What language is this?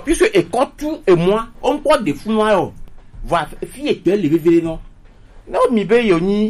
Gen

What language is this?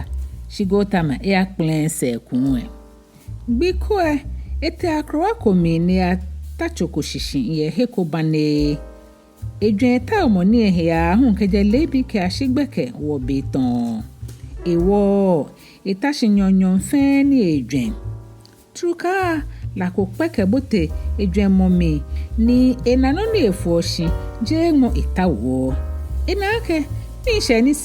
Ga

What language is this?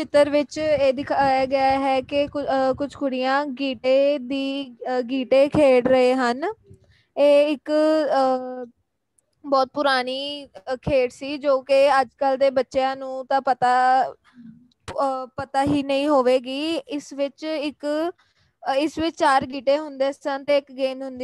Punjabi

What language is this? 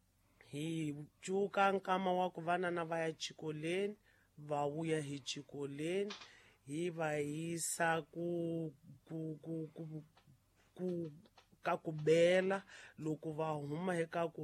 Tsonga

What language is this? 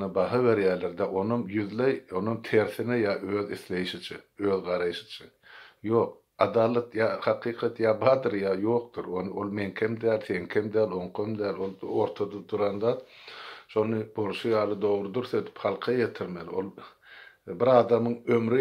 Turkmen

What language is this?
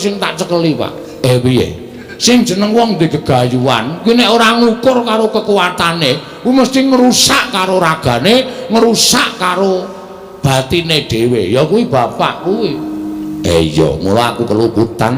Javanese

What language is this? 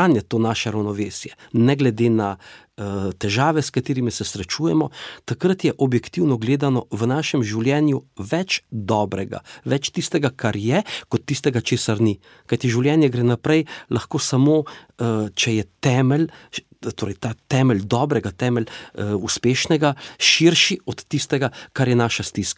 Slovenian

